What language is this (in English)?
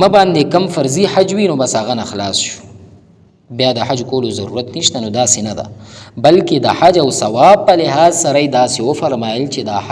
Pashto